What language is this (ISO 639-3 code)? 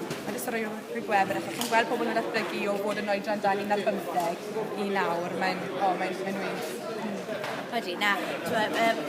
cym